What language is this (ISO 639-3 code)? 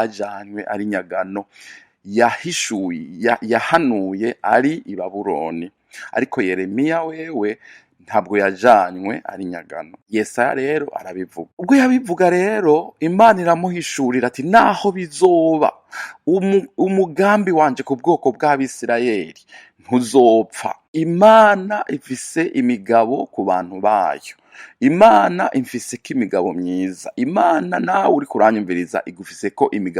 run